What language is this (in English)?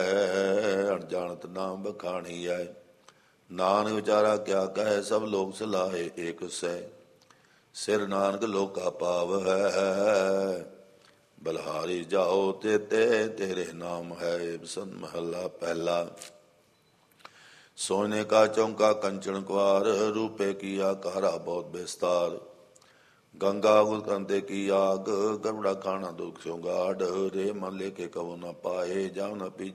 Punjabi